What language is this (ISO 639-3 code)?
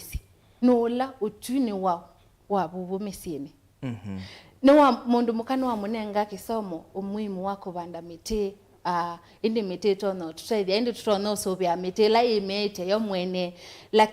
kam